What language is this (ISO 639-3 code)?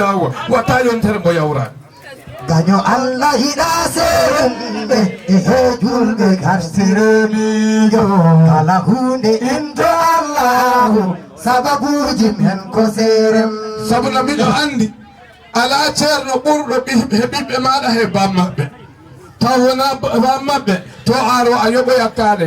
ful